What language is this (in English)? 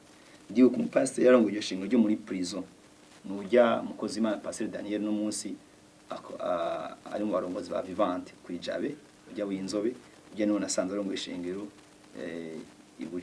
Rundi